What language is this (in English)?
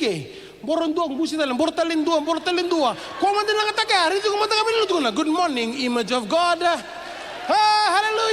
Fijian